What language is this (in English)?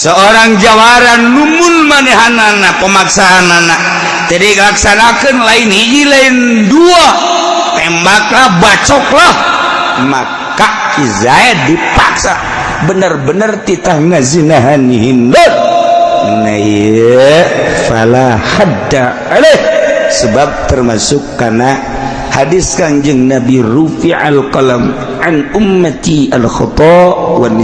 Sundanese